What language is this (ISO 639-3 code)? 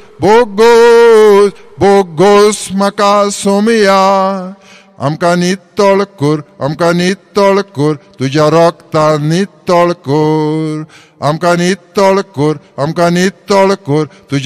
kok